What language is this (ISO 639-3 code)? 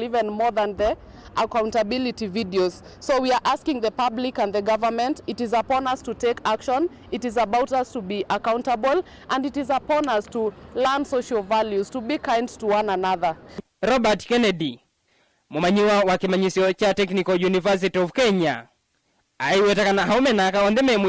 kam